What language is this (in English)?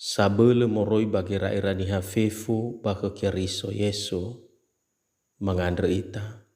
Nias